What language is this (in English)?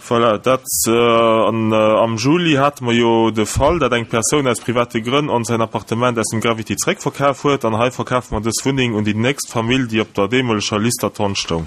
Luxembourgish